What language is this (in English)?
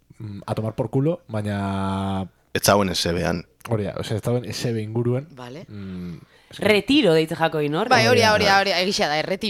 Basque